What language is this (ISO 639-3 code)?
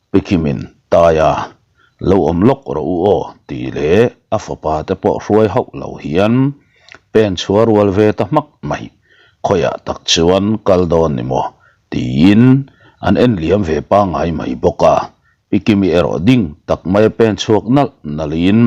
lus